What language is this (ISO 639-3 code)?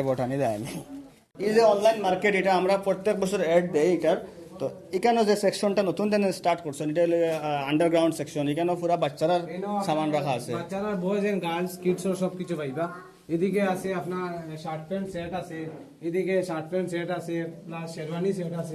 syl